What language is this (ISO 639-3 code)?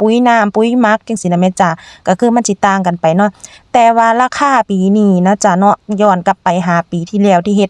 tts